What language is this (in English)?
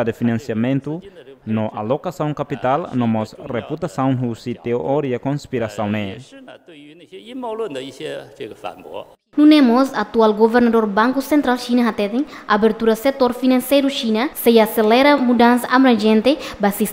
Tetum